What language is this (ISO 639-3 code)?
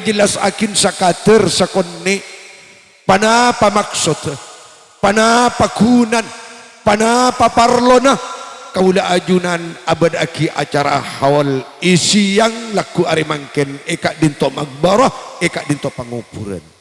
mad